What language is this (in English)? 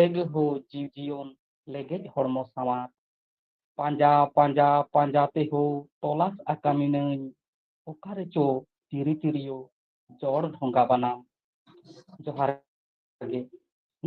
Santali